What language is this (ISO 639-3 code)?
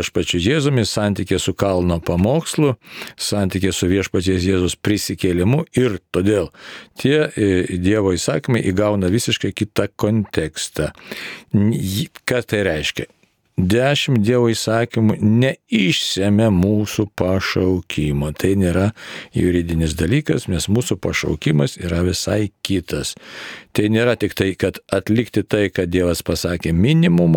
lit